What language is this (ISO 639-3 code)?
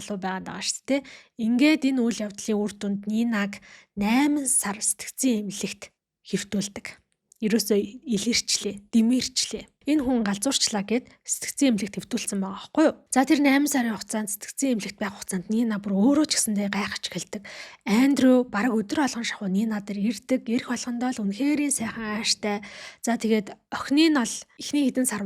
mon